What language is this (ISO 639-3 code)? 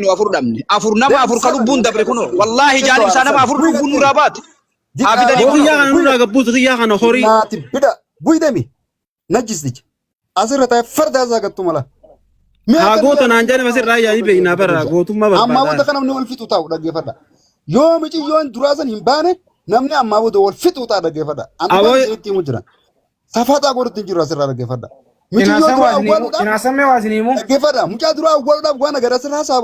orm